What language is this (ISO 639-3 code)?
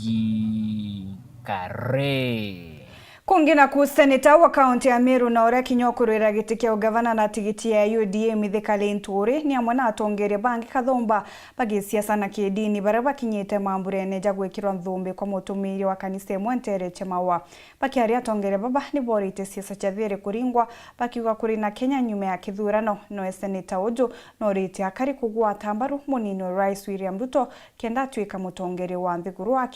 mer